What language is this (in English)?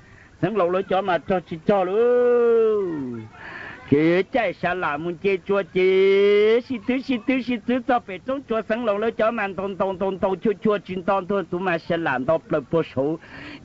Hmong